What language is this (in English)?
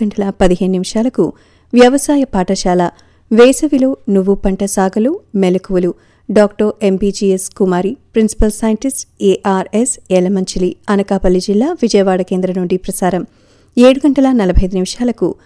Telugu